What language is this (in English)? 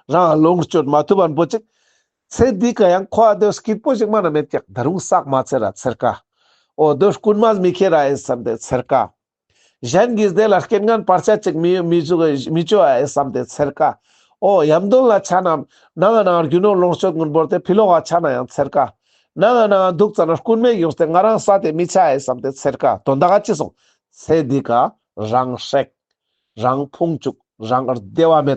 Ladakhi